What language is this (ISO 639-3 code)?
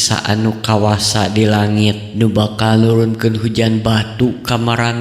sun